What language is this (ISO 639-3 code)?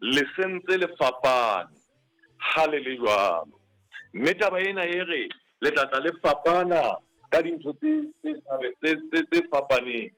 sot